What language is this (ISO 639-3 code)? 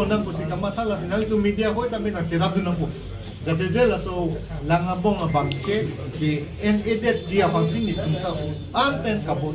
mjw